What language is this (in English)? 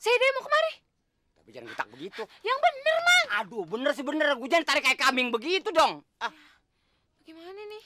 Betawi